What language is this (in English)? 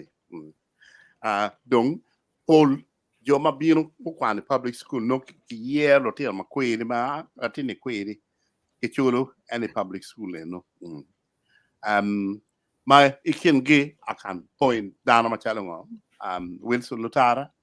Acoli